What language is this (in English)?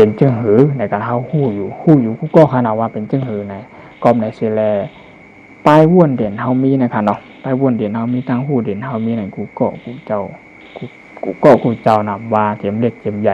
Shan